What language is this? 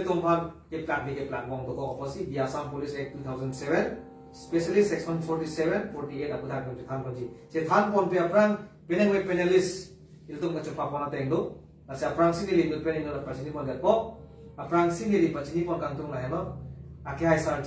Karbi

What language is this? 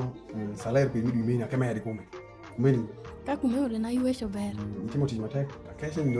Alur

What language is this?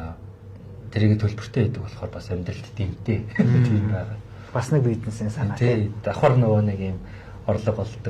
Mongolian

